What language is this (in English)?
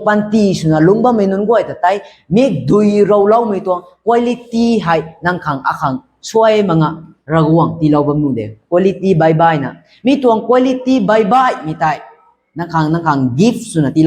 Rongmei Naga